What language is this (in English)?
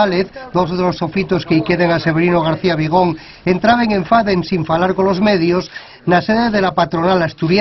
Asturian